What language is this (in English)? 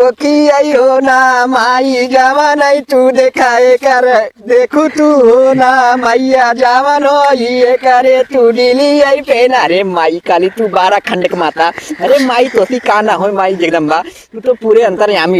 Awadhi